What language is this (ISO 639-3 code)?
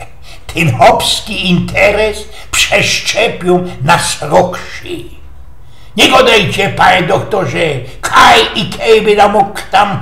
szl